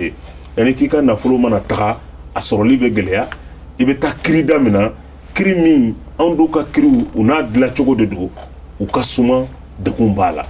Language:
Bambara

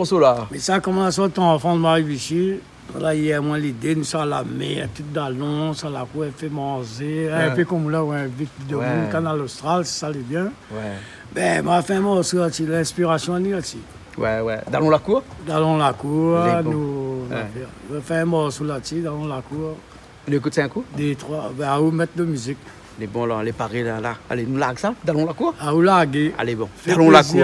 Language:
Réunion Creole French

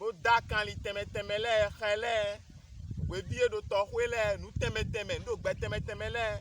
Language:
Fon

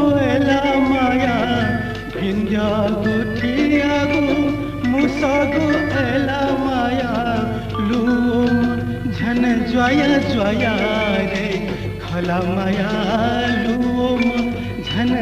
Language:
Newari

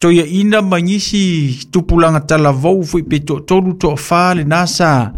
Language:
Samoan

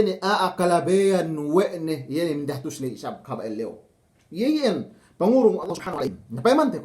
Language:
Yakan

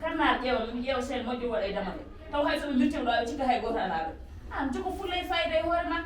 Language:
Fula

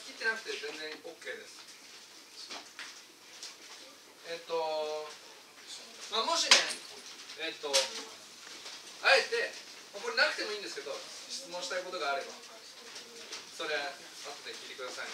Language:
Japanese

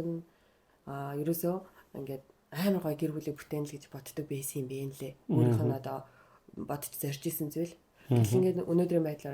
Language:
Mongolian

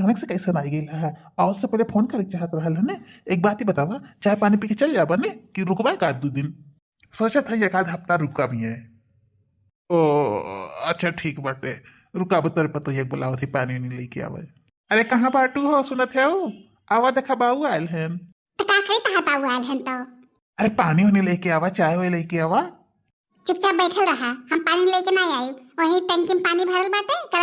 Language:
Bhojpuri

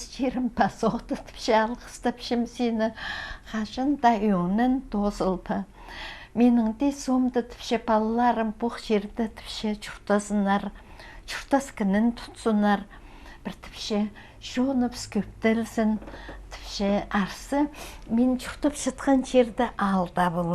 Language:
Khakas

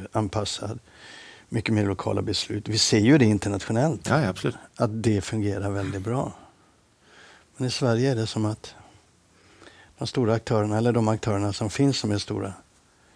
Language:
Swedish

